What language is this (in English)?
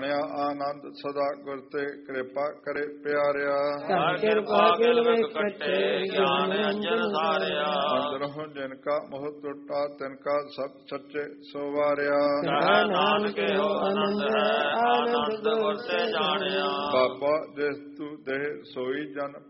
Punjabi